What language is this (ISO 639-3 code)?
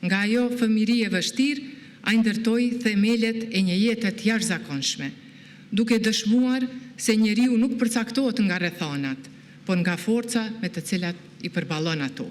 sqi